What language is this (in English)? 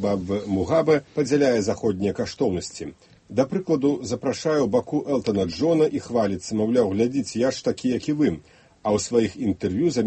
Belarusian